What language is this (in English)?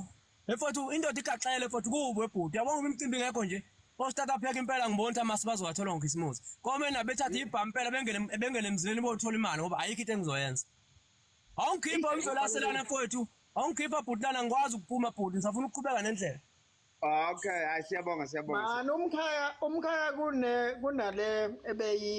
Zulu